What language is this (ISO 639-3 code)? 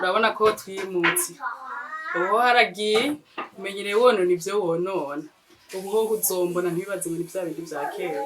run